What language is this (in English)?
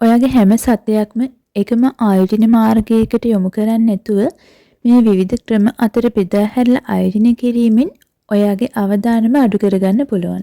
Sinhala